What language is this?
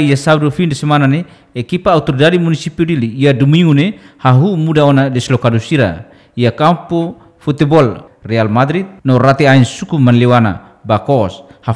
Tetum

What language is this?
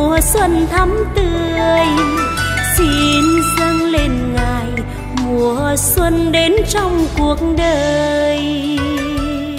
Vietnamese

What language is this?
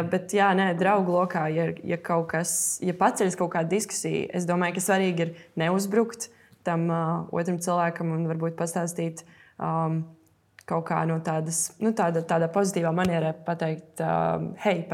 Latvian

